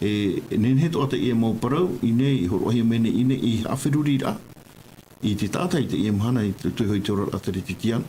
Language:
Tahitian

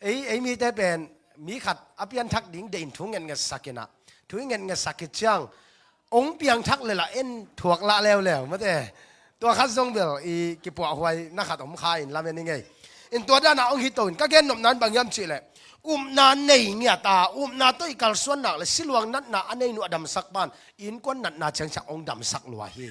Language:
Tedim Chin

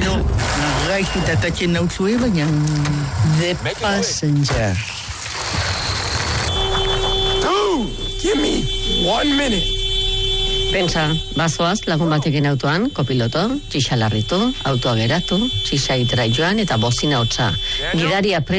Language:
Basque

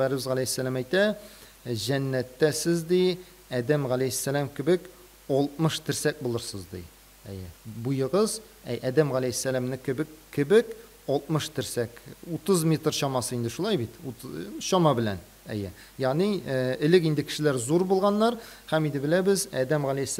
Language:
Tatar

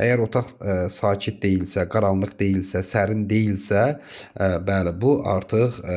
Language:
Azerbaijani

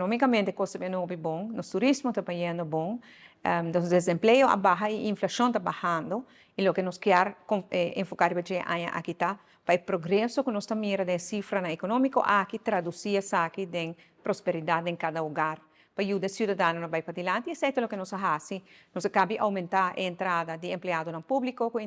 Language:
Papiamento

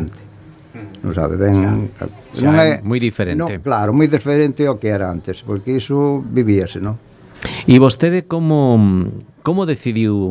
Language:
Galician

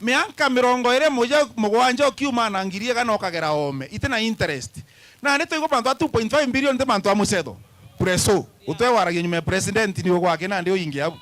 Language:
Meru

